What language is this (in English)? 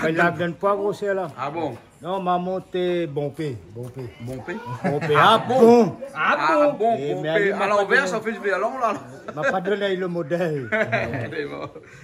Réunion Creole French